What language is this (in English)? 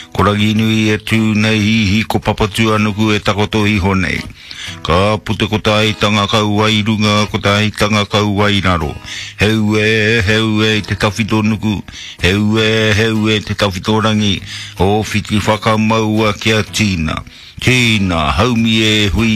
Māori